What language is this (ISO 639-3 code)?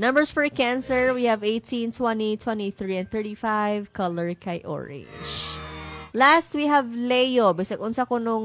ceb